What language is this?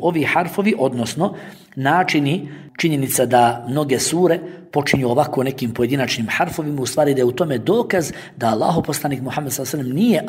Bosnian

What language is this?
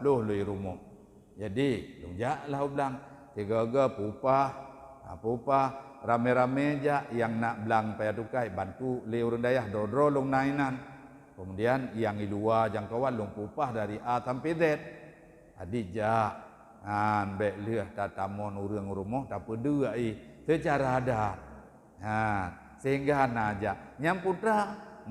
Achinese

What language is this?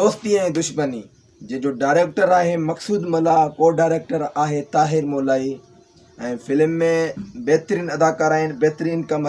Sindhi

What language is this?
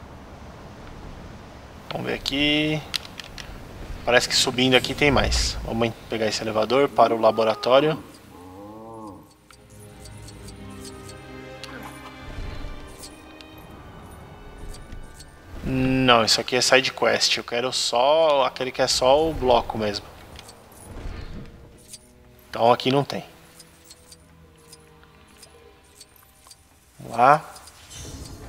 Portuguese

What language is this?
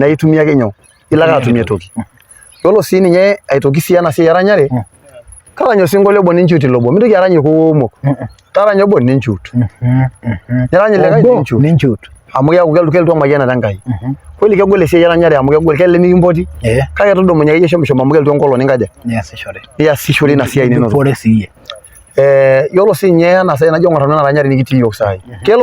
Masai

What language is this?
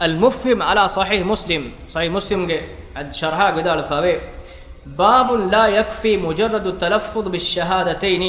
Divehi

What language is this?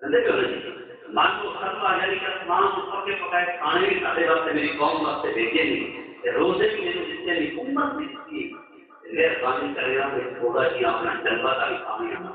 Saraiki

